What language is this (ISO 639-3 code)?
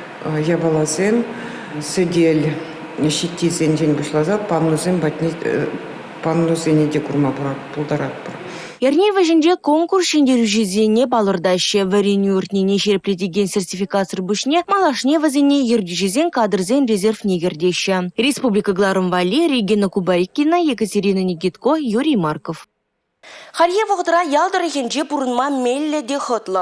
chv